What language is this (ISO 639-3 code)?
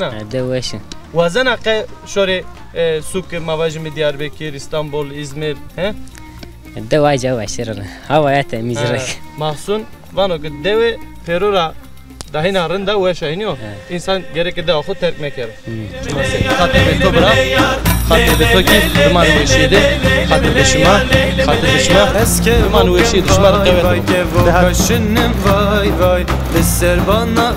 zza